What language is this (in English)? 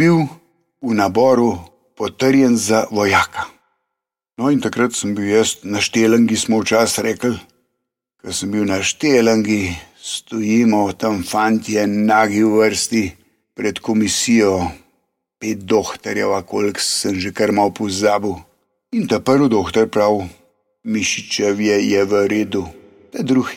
Slovenian